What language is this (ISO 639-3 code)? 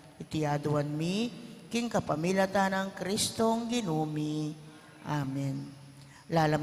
pam